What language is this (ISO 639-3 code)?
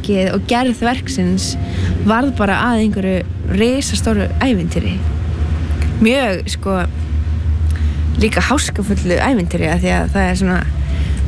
isl